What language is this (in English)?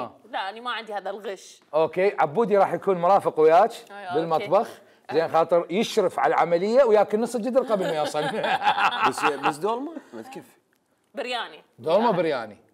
Mesopotamian Arabic